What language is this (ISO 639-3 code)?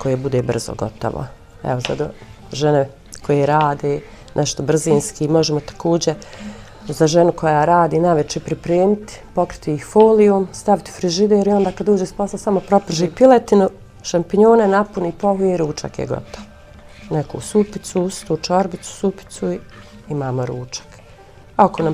bos